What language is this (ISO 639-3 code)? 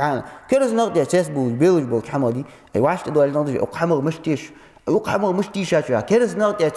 inh